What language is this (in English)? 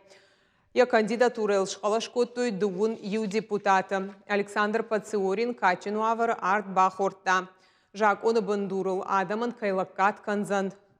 Ossetic